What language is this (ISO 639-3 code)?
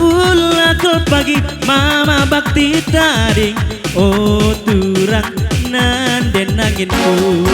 btx